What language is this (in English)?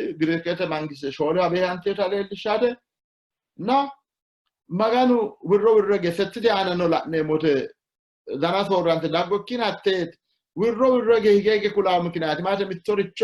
Sidamo